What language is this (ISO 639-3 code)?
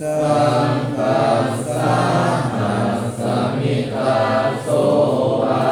pli